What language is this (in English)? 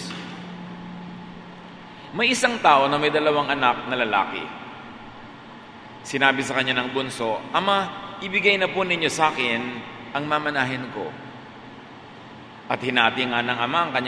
Filipino